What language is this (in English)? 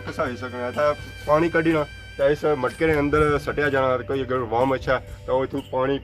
Pahari-Potwari